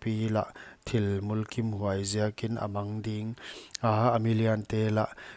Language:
Paite Chin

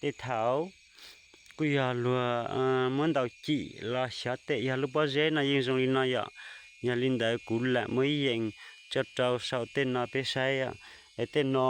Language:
Hmong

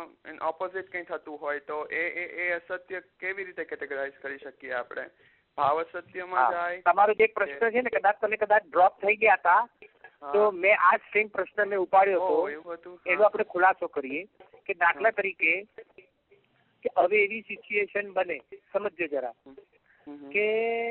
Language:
Gujarati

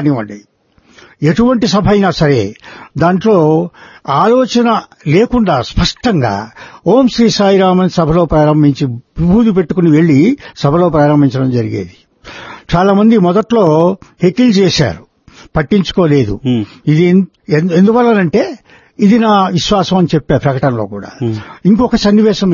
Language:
Telugu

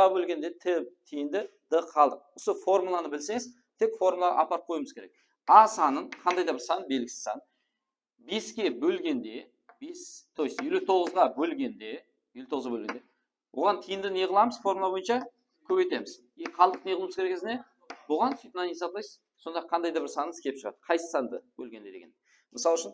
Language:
Kara-Kalpak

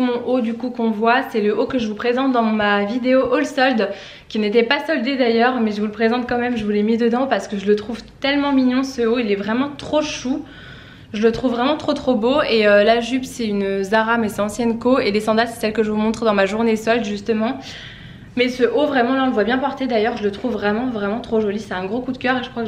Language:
French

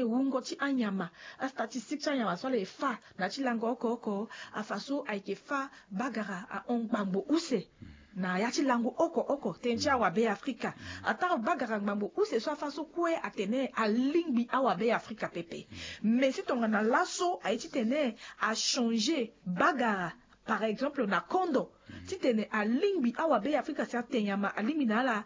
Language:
Sango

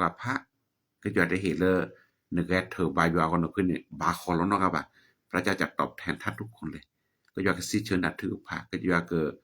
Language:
S'gaw Karen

